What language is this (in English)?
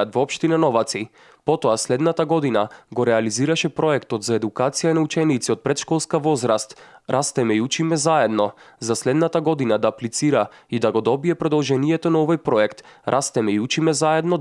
Macedonian